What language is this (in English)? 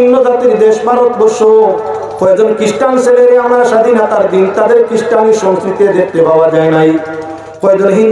Sylheti